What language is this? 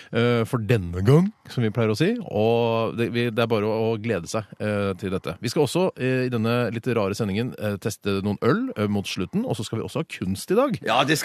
Norwegian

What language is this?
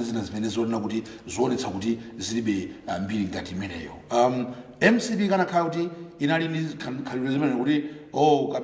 Nyanja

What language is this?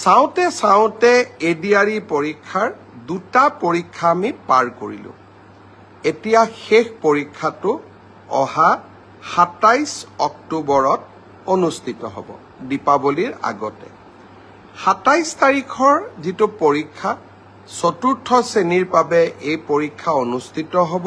Assamese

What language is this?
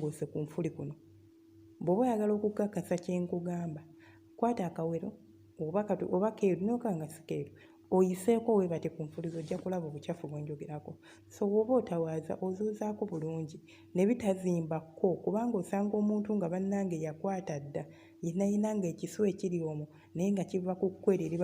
Ganda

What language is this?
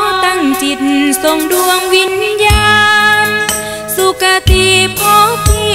Thai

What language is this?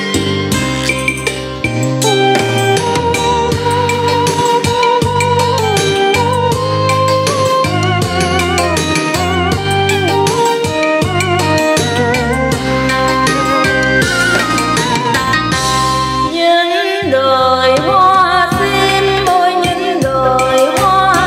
Vietnamese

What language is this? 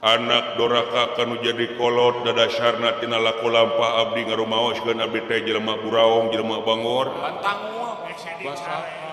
Sundanese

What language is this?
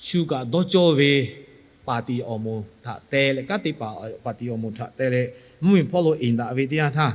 Lahu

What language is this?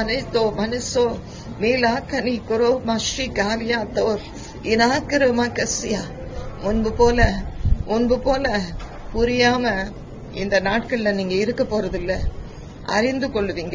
Tamil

